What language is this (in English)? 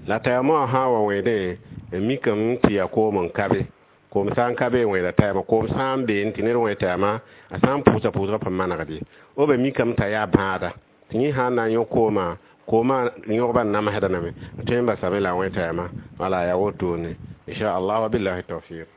Mossi